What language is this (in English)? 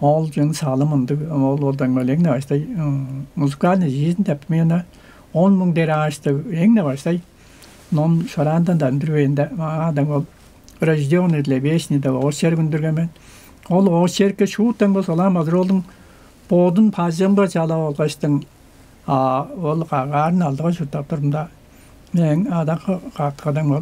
Tuvinian